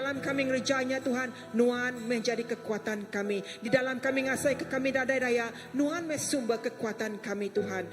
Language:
Iban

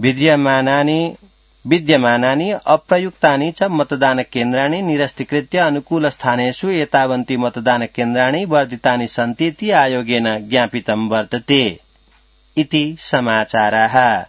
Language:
Sanskrit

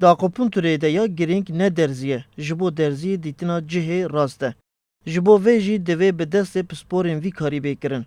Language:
Kurdish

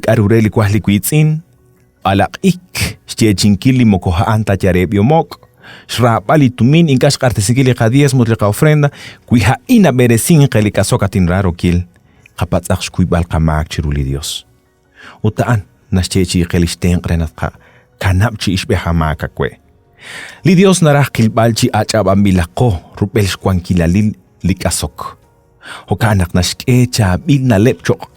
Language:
Kekchí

